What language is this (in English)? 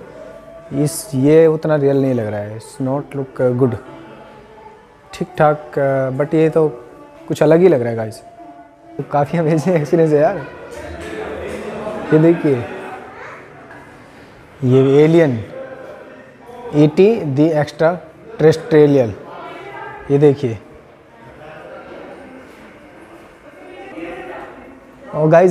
Hindi